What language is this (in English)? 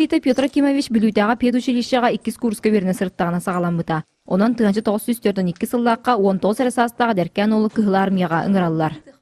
Yakut